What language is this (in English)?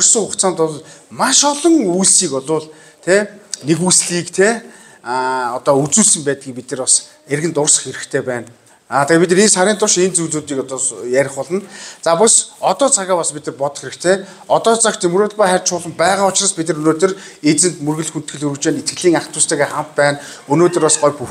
Mongolian